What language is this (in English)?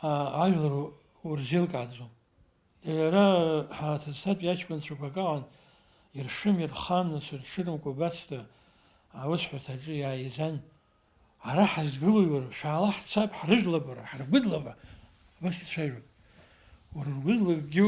Abkhazian